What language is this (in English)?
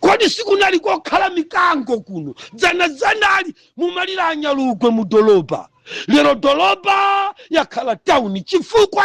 Nyanja